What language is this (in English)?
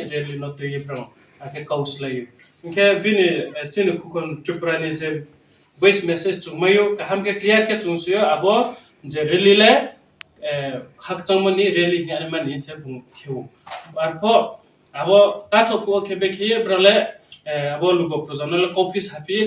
Riang (India)